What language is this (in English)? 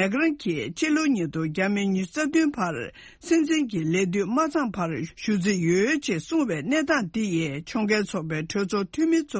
Tibetan